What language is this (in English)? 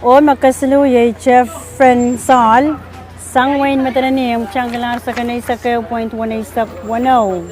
Pohnpeian